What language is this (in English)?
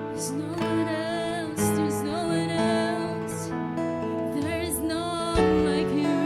Waray